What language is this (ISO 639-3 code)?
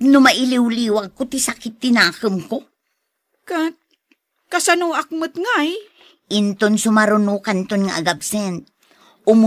ilo